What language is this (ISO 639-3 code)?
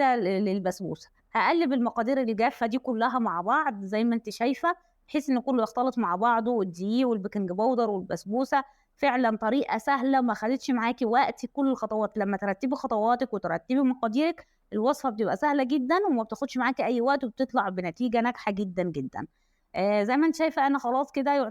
arz